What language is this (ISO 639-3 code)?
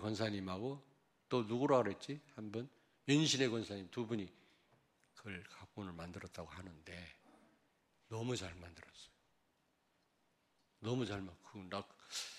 kor